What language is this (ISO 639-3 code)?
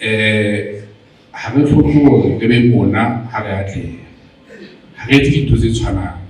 sot